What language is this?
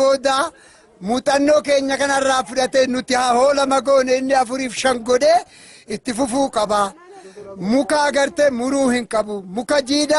Oromo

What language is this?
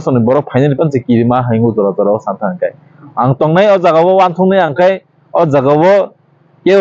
Kok Borok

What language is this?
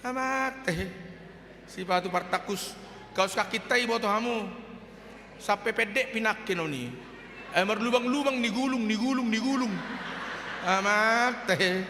Batak Toba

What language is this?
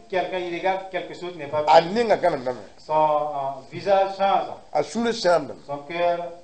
Mossi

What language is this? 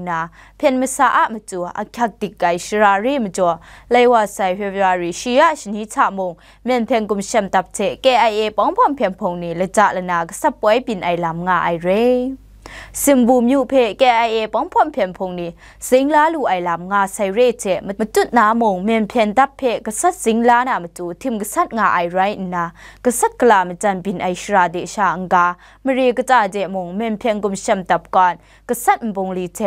Kachin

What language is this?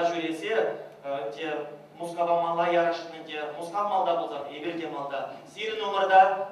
Chuvash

